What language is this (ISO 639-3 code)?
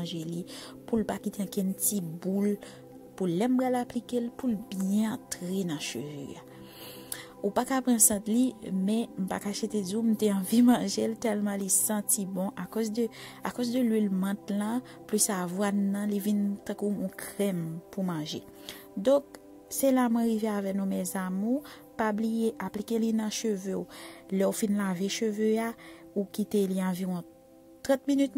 hat